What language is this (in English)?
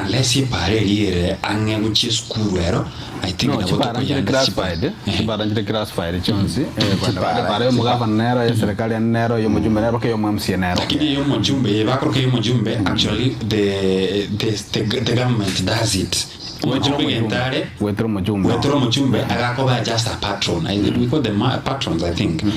Gusii